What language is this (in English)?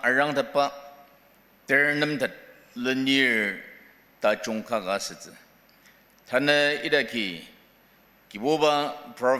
Ao Naga